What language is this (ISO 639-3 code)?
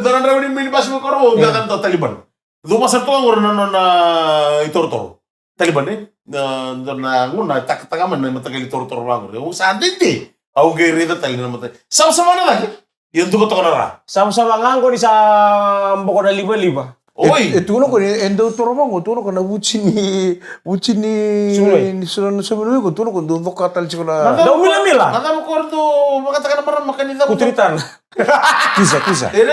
fij